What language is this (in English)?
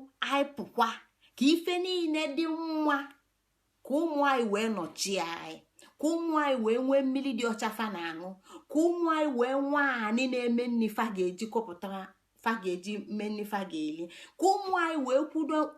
Igbo